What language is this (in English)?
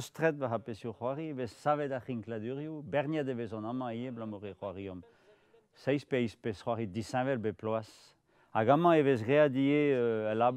Breton